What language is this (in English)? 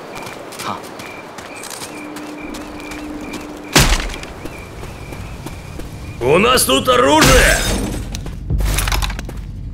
Russian